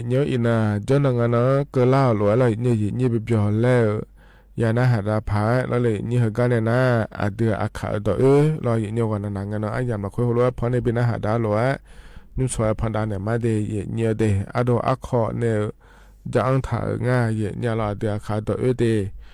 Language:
Akha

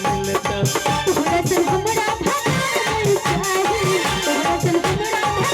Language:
Maithili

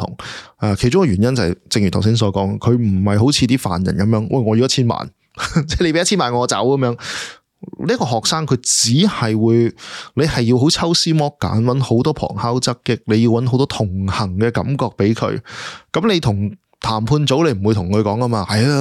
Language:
Cantonese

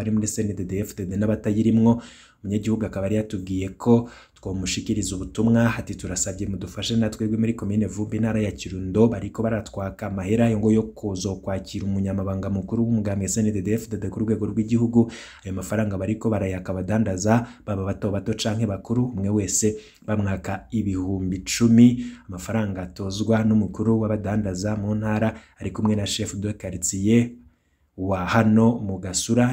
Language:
Rundi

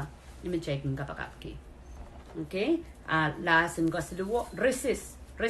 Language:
Pohnpeian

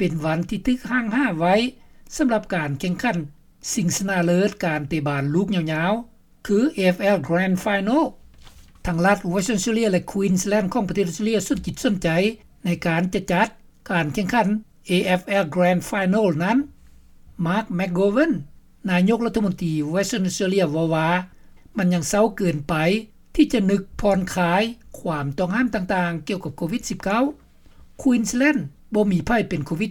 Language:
Lao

